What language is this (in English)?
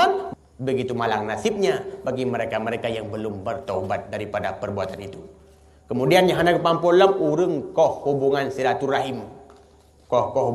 Achinese